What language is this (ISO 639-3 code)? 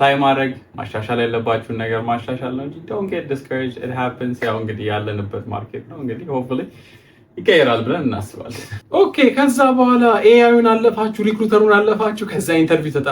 amh